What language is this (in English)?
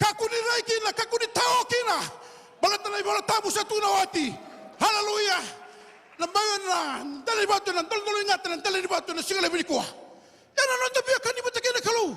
Fijian